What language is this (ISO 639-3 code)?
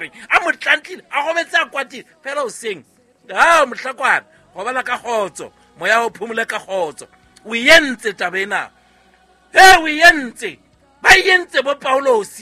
sot